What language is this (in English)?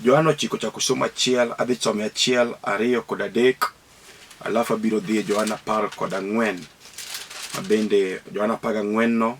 Luo (Kenya and Tanzania)